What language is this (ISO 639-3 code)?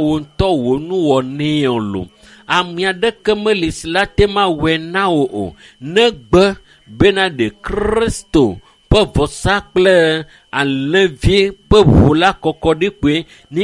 ewe